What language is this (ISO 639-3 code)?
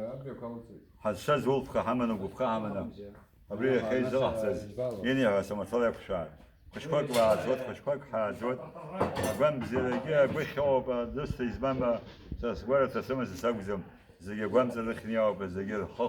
abk